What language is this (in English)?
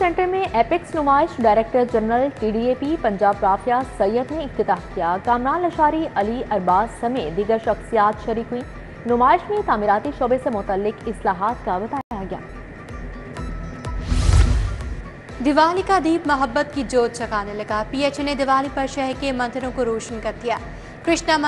Urdu